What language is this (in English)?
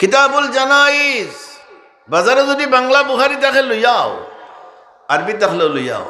Sylheti